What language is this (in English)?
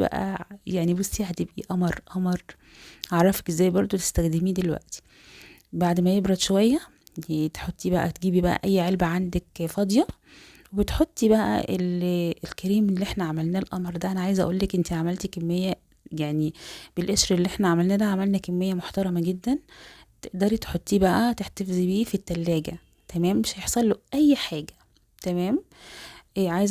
Egyptian Arabic